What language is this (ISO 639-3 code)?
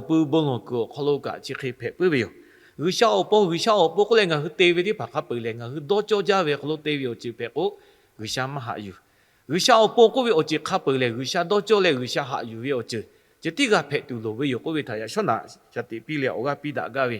lhu